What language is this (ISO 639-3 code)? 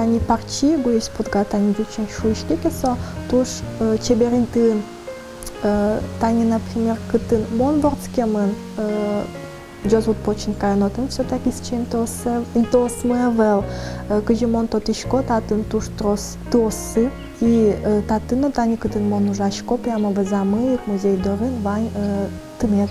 udm